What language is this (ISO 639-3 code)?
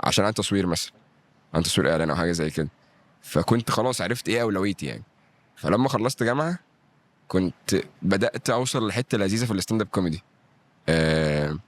arz